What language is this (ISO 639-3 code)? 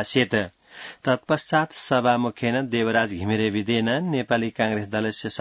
san